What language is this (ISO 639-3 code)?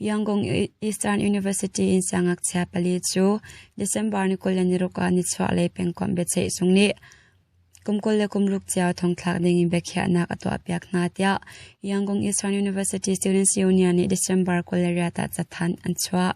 cnh